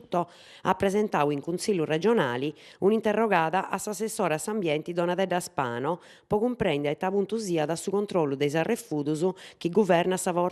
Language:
Sardinian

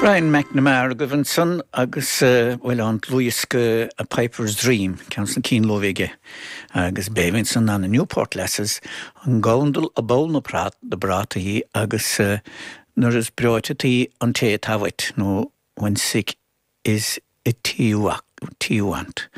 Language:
Irish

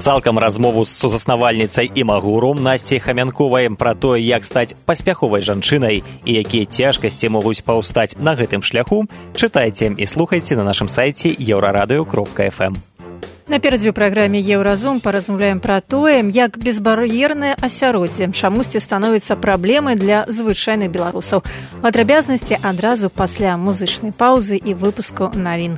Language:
Belarusian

